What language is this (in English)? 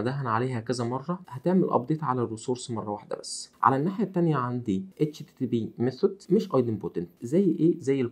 Egyptian Arabic